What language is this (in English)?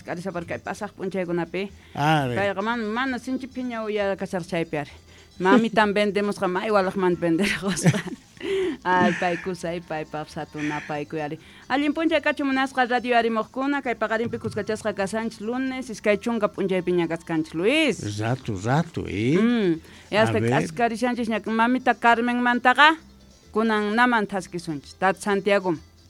Quechua